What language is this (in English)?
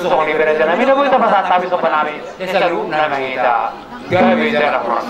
Batak Toba